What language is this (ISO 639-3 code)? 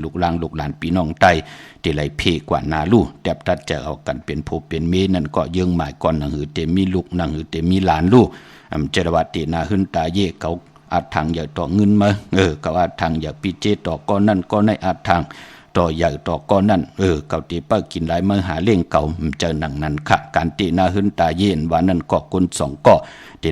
shn